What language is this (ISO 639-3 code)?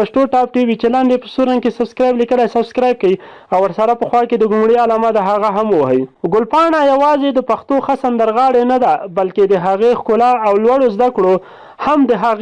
pus